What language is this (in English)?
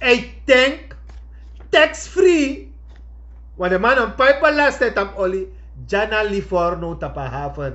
Sranan Tongo